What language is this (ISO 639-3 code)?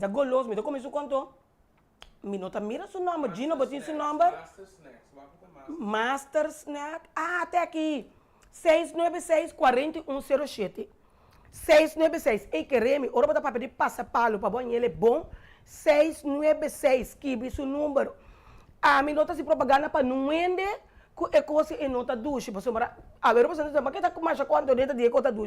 pap